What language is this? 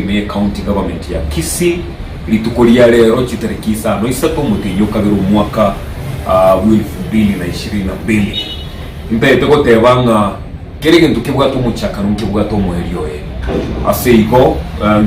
Gusii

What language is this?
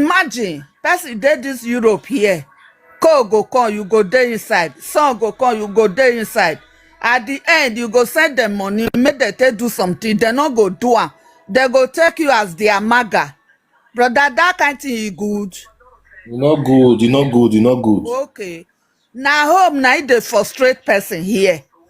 Nigerian Pidgin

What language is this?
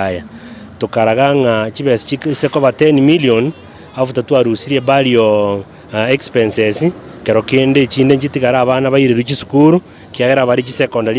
Gusii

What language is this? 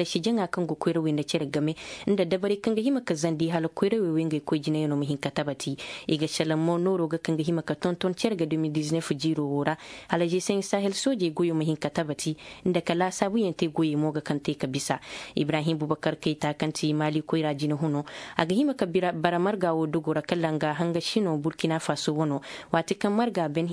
Zarma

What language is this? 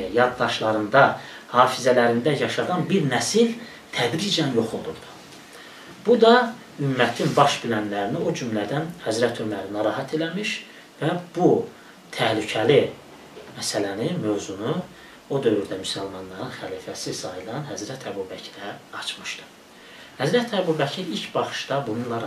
Azerbaijani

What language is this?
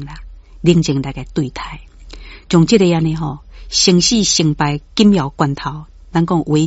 Min Nan Chinese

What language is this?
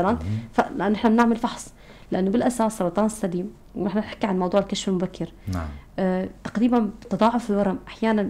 North Levantine Arabic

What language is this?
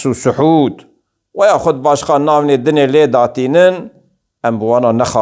Kurdish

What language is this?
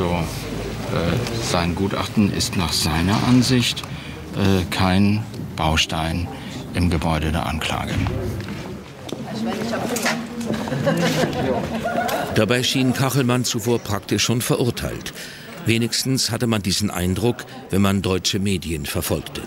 German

